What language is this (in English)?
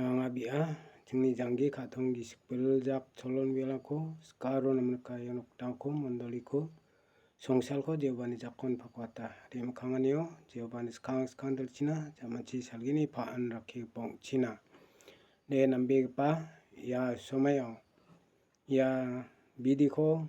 Garo